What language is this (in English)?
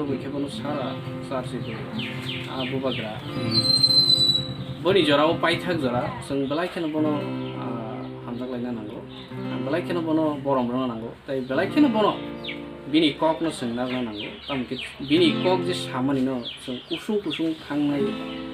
Kok Borok